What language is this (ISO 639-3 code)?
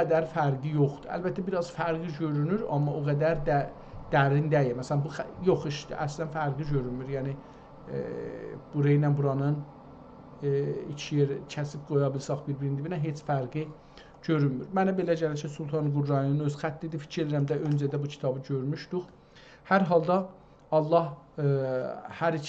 azb